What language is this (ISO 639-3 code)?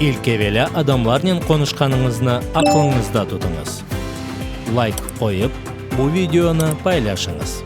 crh